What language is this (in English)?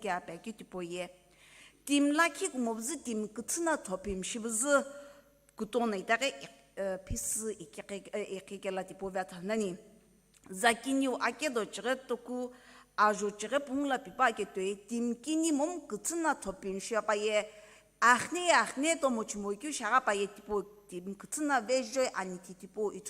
Sumi Naga